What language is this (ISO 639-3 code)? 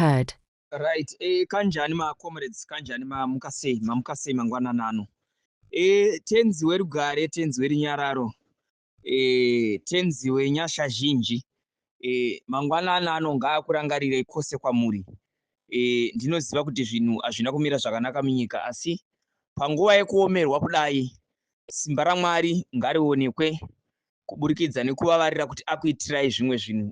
sna